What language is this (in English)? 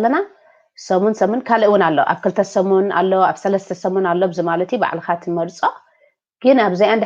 Tigrinya